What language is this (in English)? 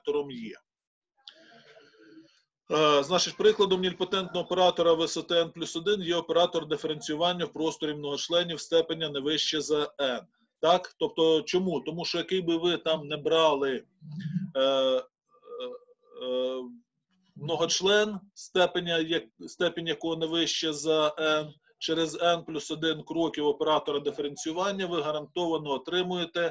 Ukrainian